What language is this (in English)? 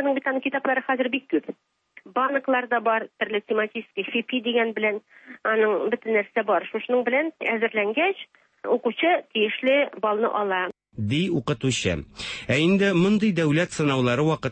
Tatar